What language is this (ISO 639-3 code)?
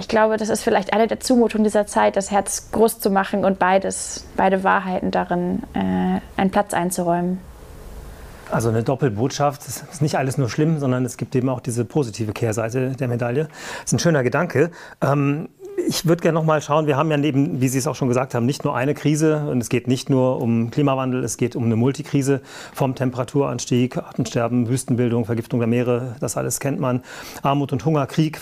deu